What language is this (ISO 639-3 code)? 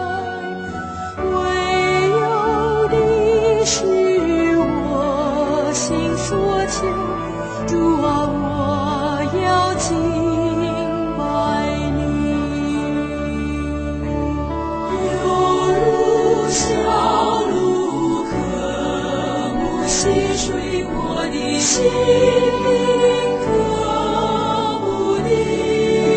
zho